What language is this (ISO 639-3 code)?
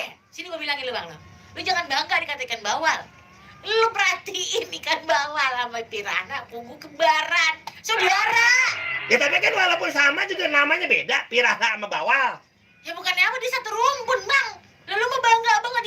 bew